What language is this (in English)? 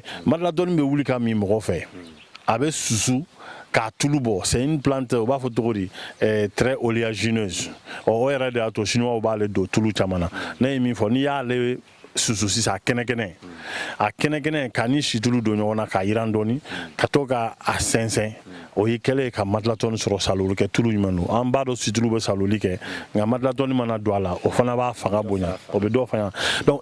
Bambara